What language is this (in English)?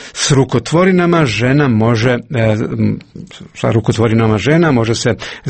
Croatian